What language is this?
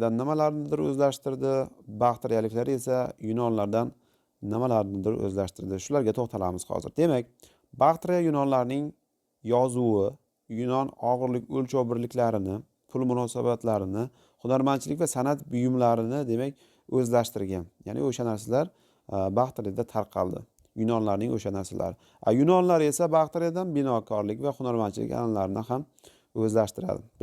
Uzbek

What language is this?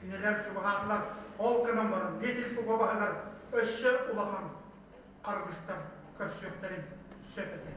Yakut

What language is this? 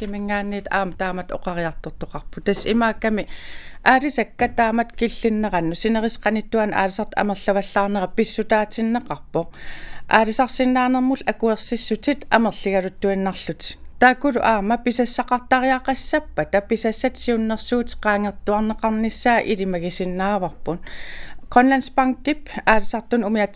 Kalaallisut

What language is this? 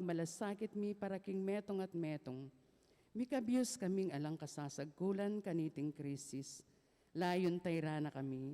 Pampanga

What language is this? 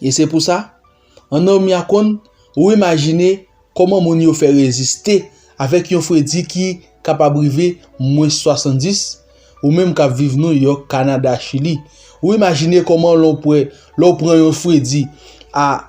Haitian Creole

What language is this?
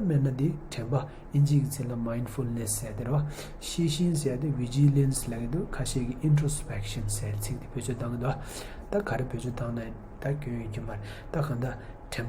Tibetan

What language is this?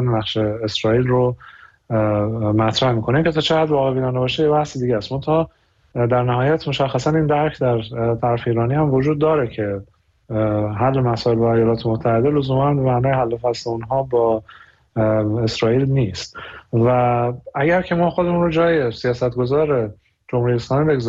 Persian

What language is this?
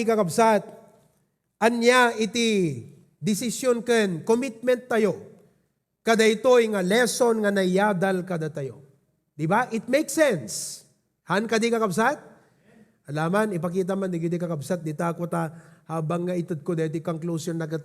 Iloko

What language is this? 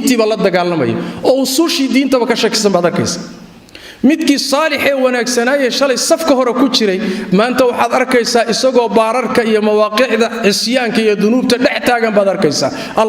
Somali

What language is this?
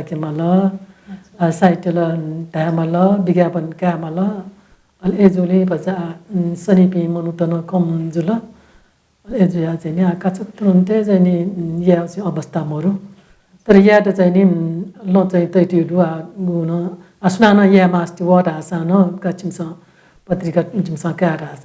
Newari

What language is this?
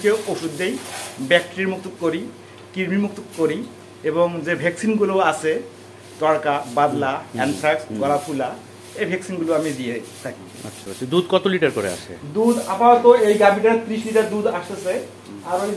Bangla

